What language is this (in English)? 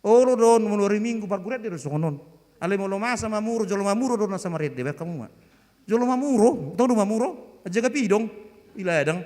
Batak Toba